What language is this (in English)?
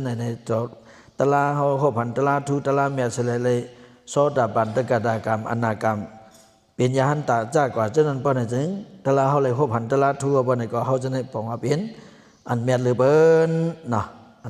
Shan